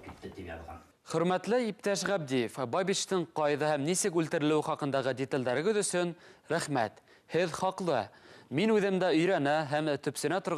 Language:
Bashkir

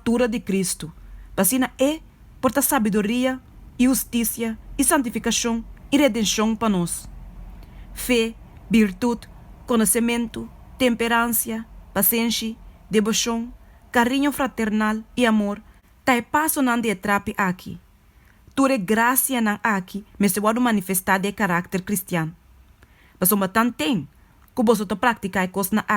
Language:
Papiamento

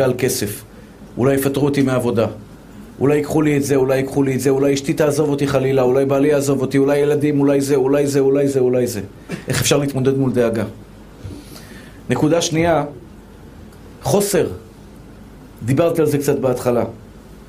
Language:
Hebrew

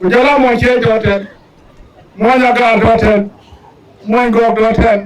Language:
Dinka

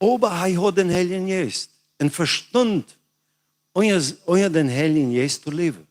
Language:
Plautdietsch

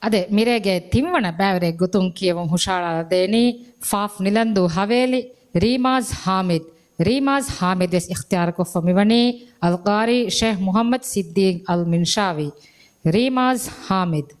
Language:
Divehi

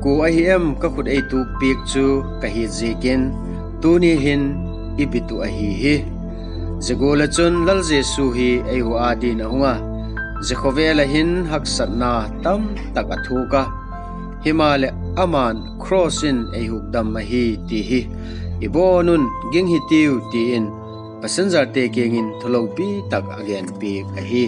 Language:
Vaiphei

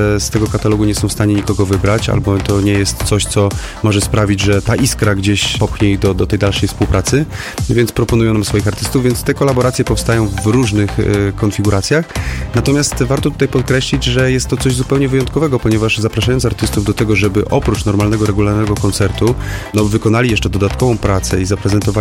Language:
Polish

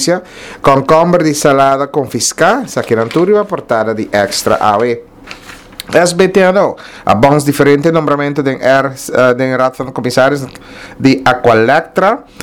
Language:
Papiamento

